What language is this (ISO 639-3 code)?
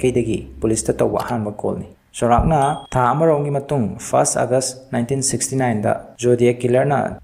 mni